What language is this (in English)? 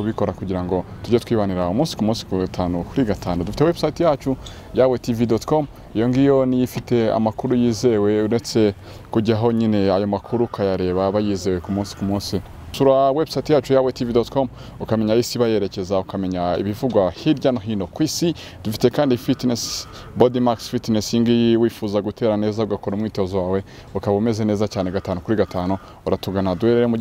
Kinyarwanda